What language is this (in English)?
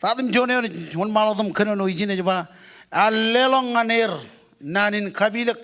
Marshallese